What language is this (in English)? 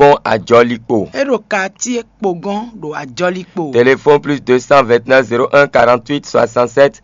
Fon